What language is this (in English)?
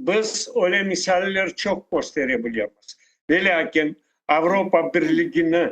Crimean Tatar